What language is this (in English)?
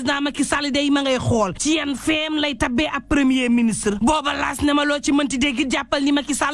Wolof